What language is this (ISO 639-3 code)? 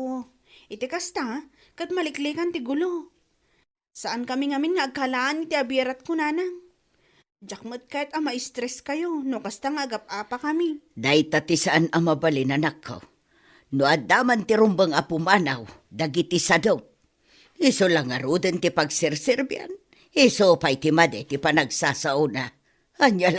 ilo